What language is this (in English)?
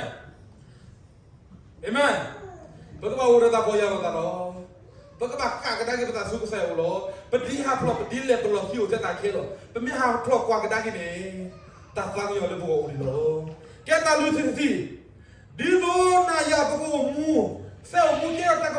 S'gaw Karen